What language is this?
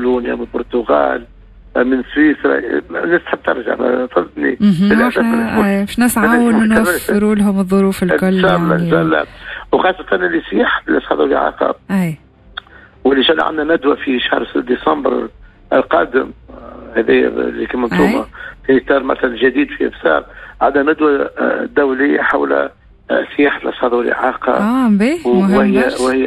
Tunisian Arabic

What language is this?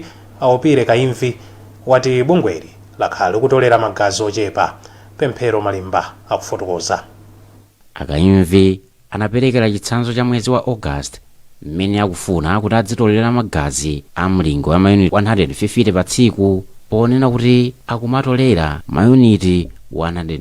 Nyanja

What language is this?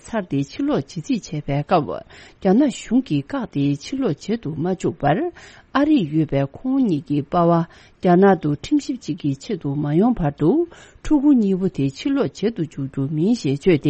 Tibetan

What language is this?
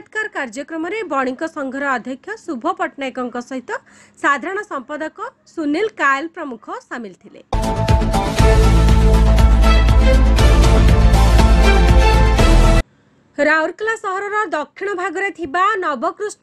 Odia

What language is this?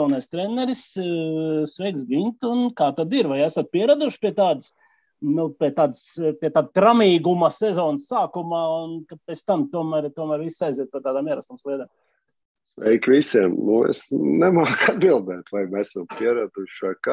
Latvian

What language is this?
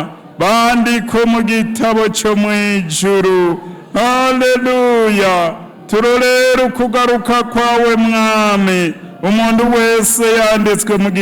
Rundi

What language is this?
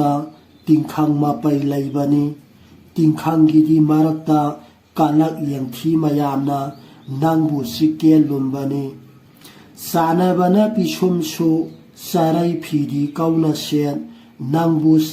Manipuri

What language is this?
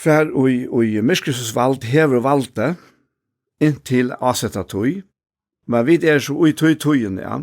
Faroese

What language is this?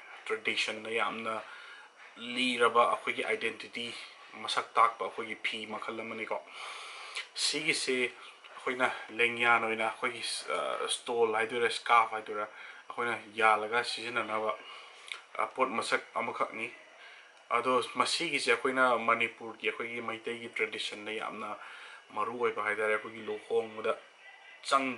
Manipuri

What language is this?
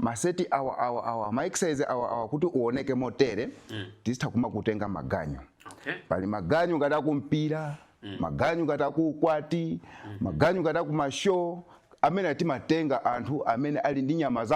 Nyanja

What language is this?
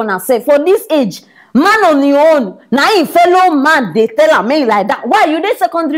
Nigerian Pidgin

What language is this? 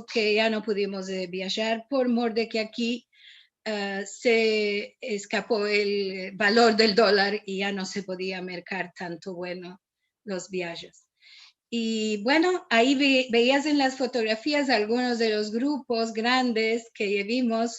Ladino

